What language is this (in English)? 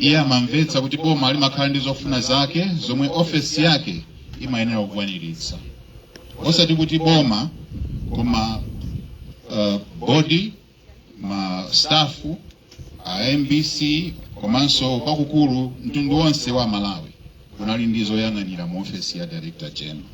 Nyanja